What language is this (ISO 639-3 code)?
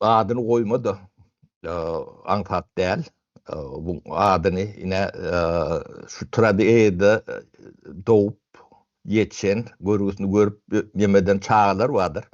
tuk